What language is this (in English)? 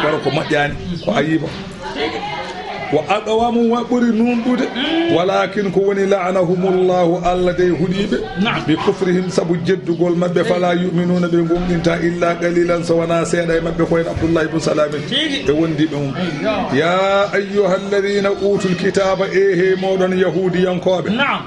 Fula